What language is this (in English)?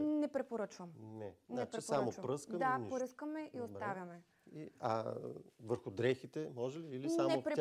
Bulgarian